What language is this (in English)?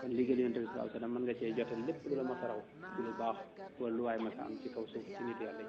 Wolof